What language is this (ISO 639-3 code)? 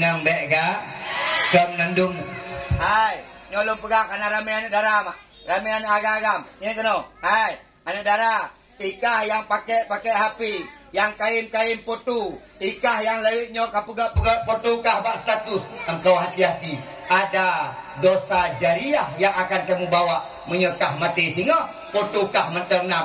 ace